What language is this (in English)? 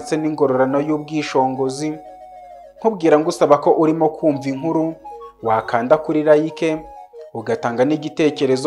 Kinyarwanda